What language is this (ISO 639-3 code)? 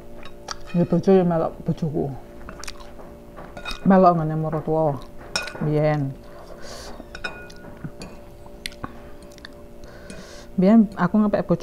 jav